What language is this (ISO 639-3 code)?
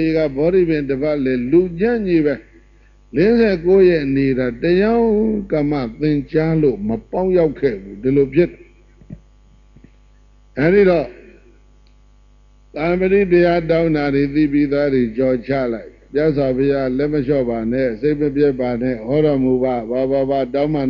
mya